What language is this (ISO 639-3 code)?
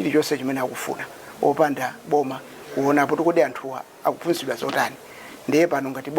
nya